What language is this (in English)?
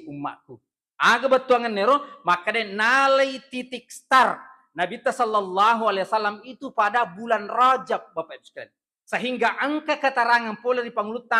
Buginese